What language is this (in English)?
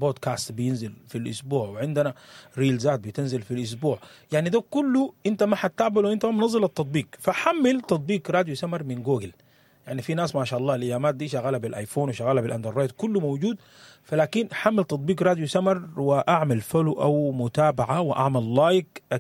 Sudanese Arabic